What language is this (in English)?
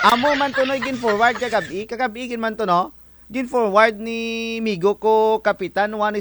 Kinaray-a